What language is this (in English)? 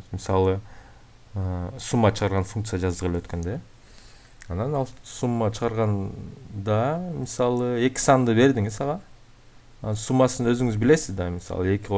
Kyrgyz